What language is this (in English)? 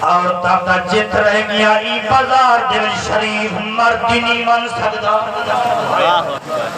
Saraiki